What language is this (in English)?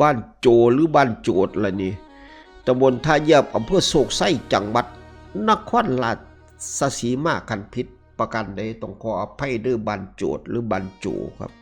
Northeastern Thai